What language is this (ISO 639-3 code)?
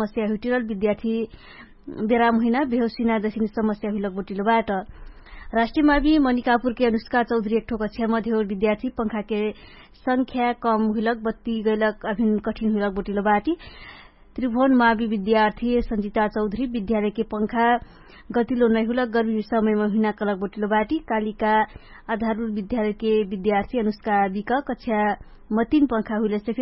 thl